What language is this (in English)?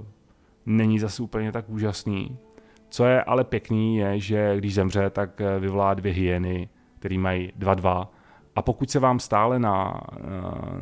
Czech